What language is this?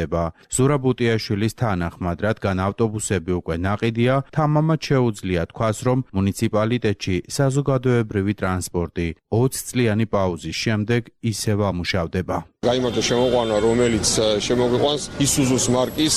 Georgian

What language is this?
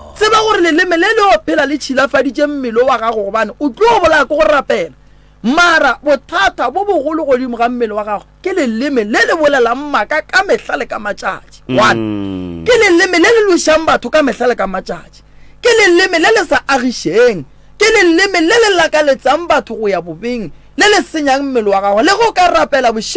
Northern Sotho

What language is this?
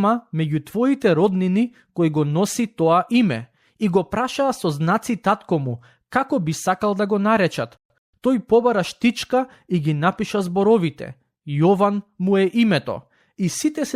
Macedonian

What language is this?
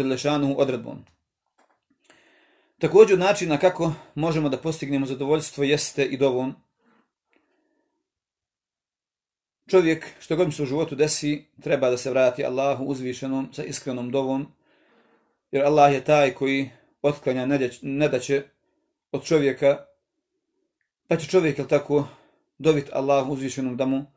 Bosnian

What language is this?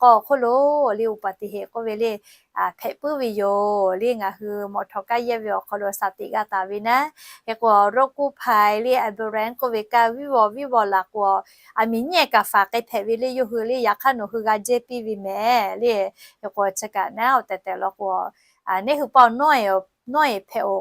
Lahu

